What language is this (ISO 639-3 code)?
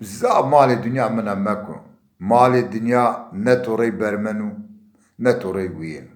zza